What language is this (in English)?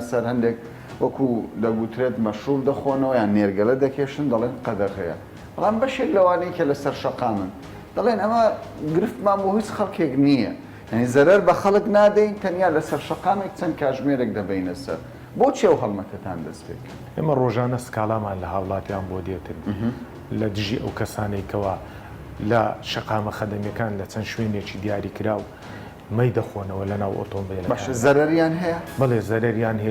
Central Kurdish